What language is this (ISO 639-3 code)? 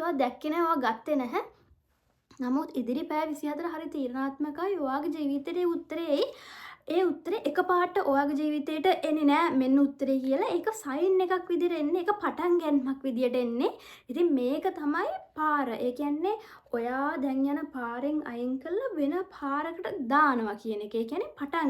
sin